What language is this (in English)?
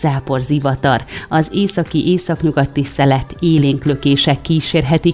Hungarian